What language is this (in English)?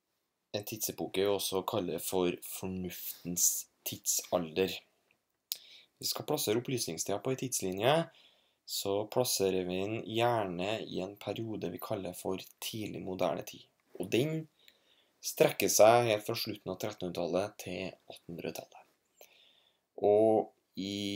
Norwegian